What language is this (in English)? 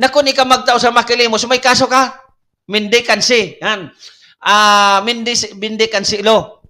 Bikol